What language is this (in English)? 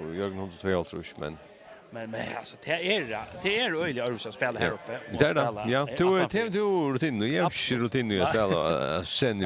Faroese